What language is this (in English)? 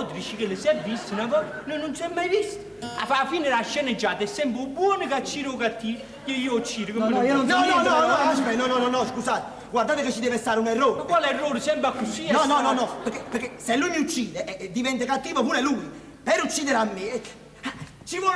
Neapolitan